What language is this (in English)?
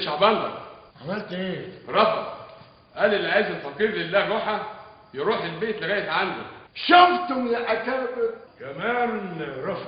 Egyptian Arabic